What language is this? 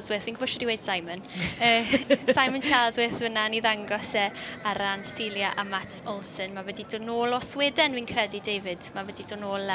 Welsh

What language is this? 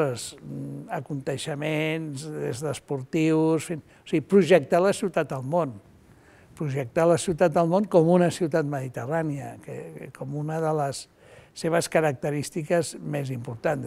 Catalan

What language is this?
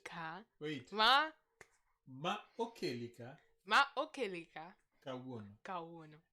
Luo (Kenya and Tanzania)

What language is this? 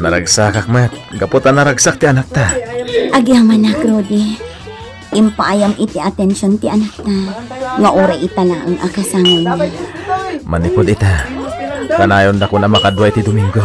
Iloko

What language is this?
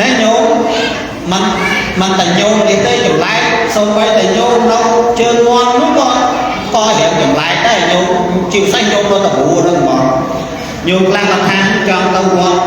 Khmer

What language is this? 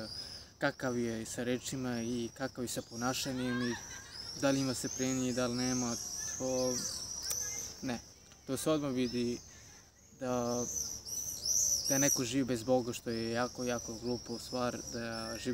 Serbian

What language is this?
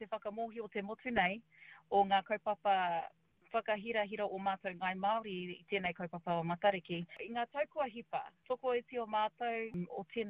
Māori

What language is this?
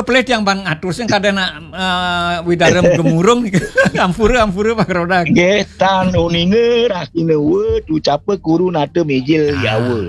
Balinese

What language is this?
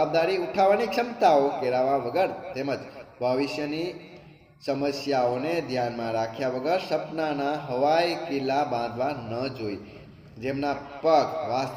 Gujarati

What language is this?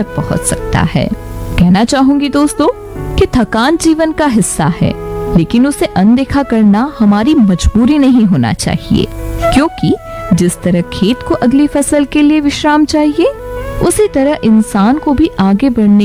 Hindi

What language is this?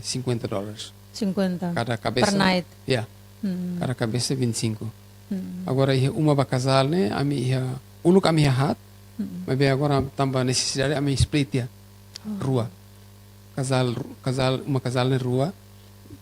Tetum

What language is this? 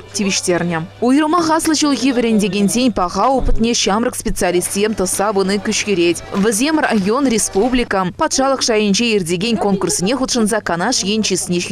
Chuvash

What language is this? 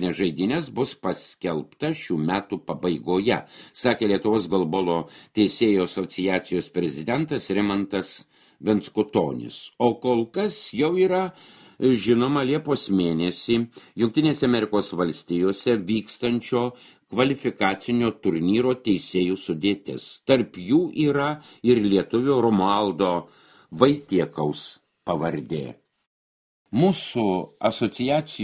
Lithuanian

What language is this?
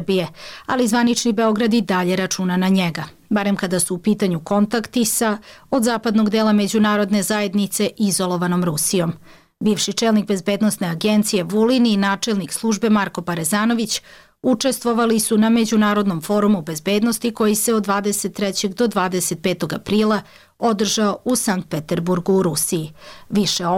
Serbian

